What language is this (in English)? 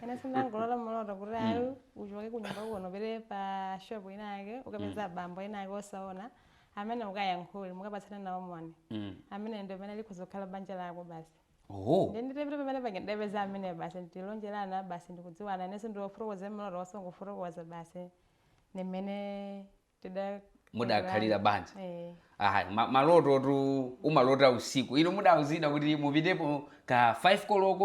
Nyanja